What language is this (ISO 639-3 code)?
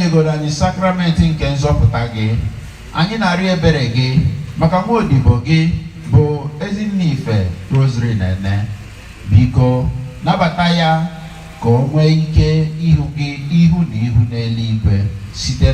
ibo